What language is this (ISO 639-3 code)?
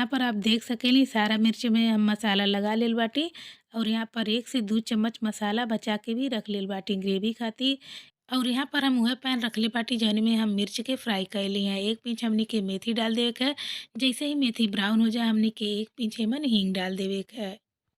bho